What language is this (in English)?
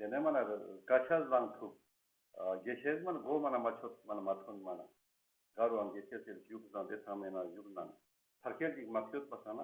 Ladakhi